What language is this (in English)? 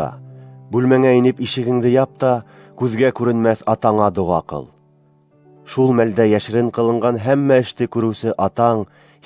Bashkir